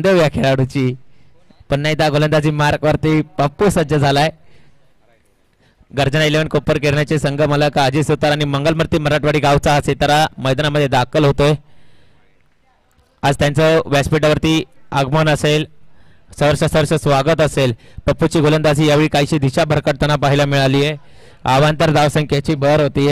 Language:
Marathi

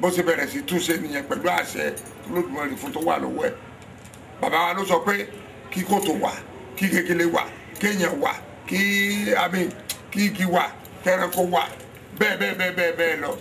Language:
Yoruba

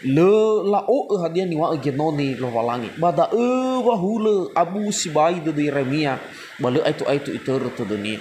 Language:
Nias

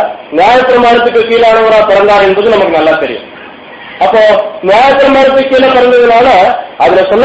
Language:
Tamil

